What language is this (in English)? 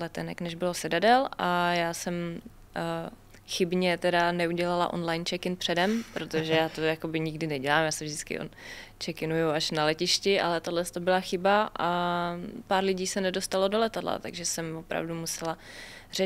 Czech